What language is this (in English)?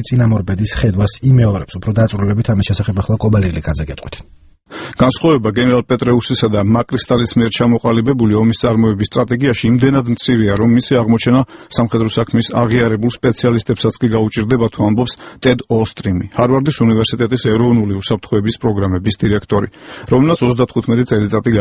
Georgian